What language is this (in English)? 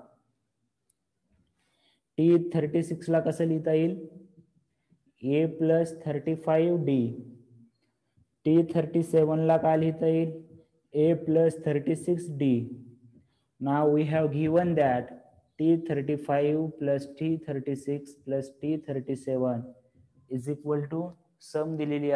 Marathi